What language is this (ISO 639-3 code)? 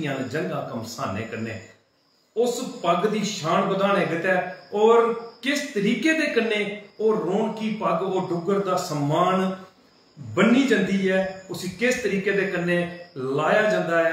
doi